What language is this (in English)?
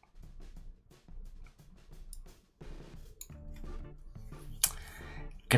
Spanish